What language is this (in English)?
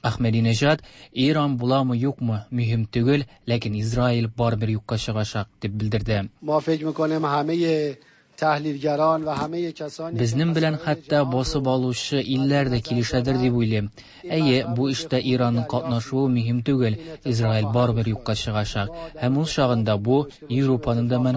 Tatar